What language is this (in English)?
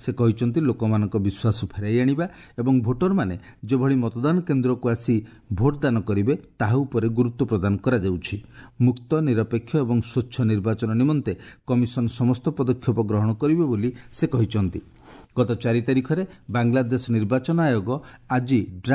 Odia